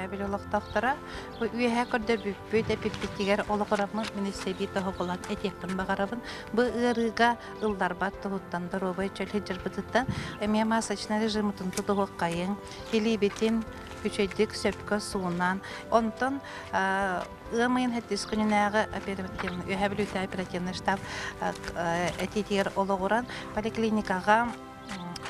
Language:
Yakut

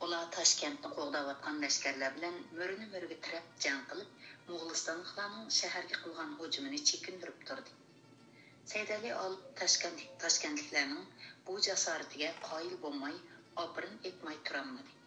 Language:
Uyghur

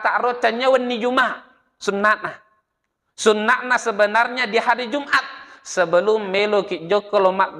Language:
Buginese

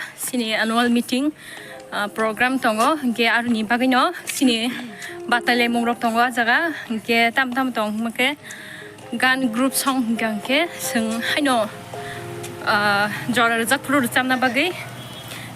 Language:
Kok Borok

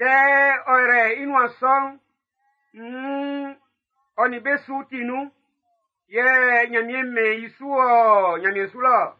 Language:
Baoulé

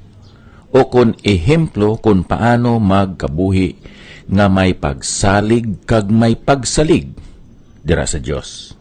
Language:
Hiligaynon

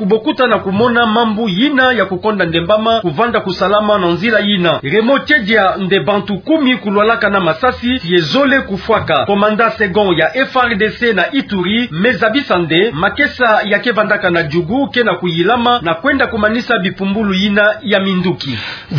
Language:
Kituba (Democratic Republic of Congo)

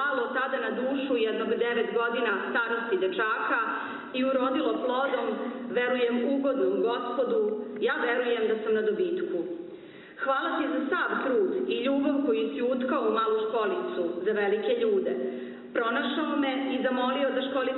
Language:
Serbian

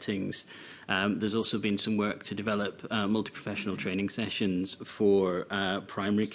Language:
English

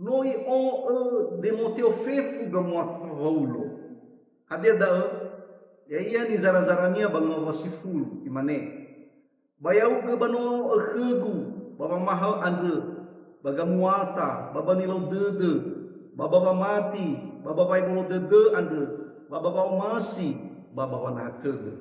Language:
Nias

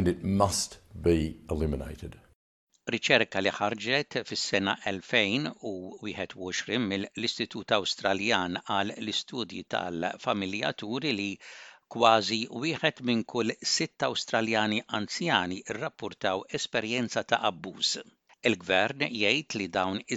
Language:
Maltese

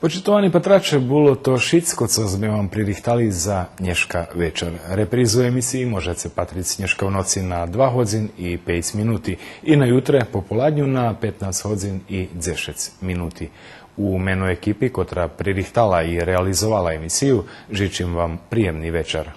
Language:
Rusyn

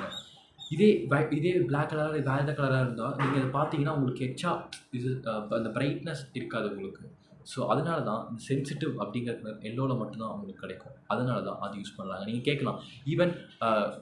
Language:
Tamil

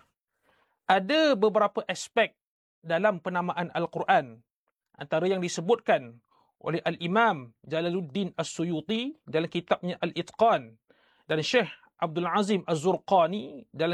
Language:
Malay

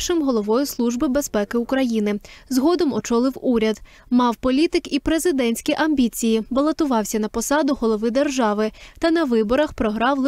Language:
Ukrainian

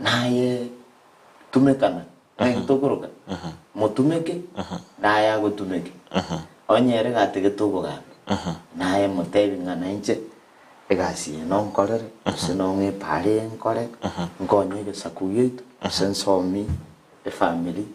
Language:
Gusii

